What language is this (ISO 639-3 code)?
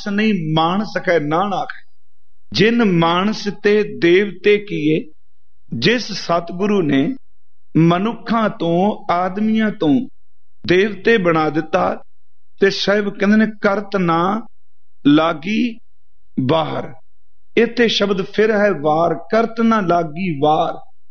pan